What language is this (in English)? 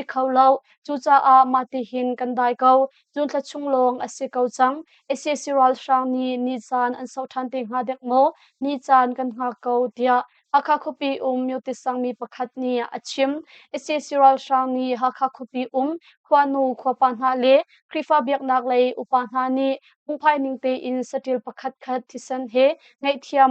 Hakha Chin